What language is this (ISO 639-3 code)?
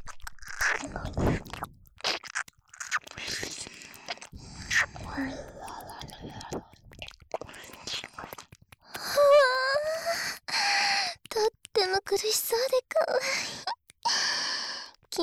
jpn